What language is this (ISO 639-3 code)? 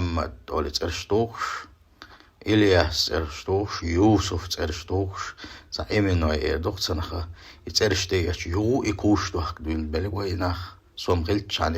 che